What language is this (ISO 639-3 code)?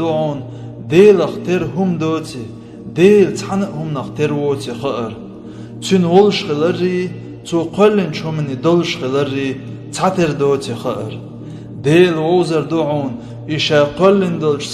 che